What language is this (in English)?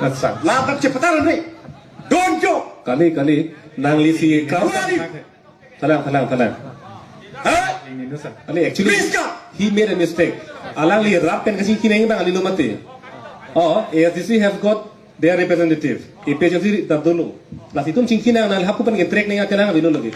Karbi